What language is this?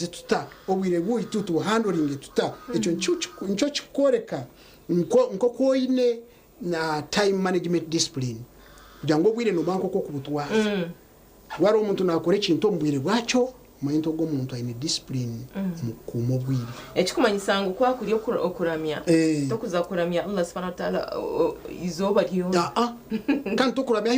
Nyankole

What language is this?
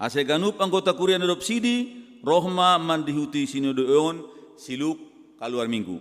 Batak Simalungun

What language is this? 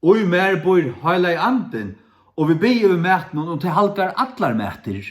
Faroese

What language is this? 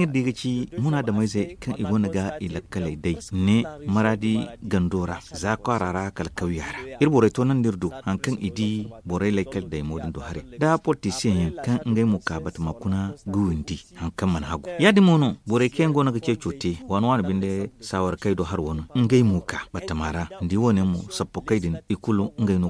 Zarma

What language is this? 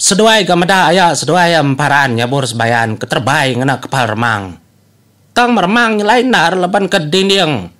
Iban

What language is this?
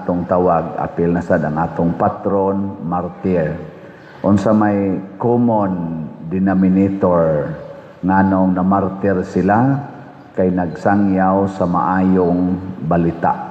Cebuano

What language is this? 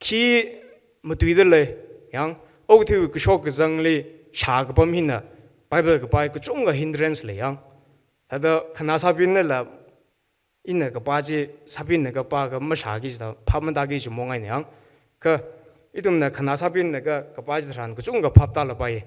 Tangkhul Naga (India)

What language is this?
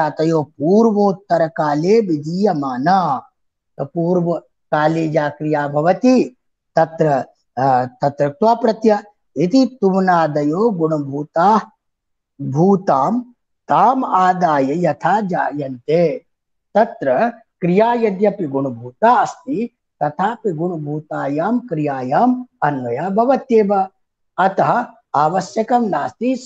Sanskrit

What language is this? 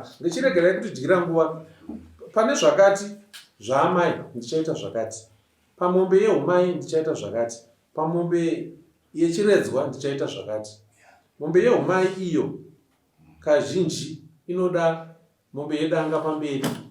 Shona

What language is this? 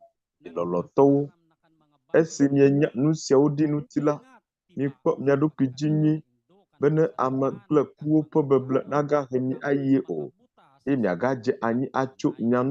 Ewe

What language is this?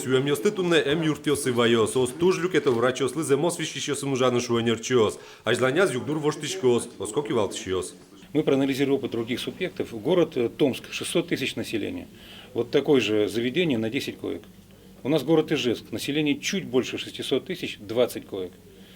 Udmurt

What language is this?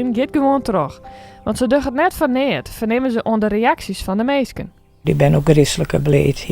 Western Frisian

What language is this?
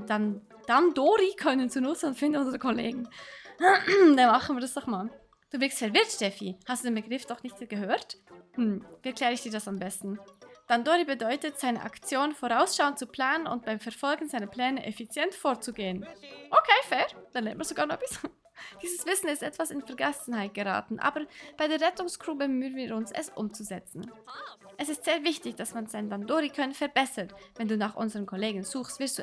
Swiss German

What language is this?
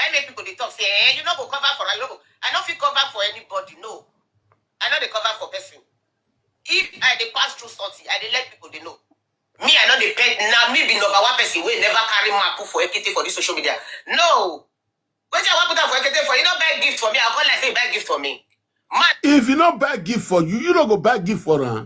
Nigerian Pidgin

